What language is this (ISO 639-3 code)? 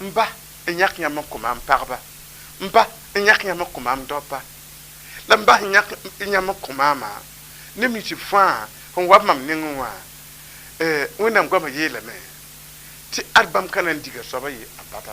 mos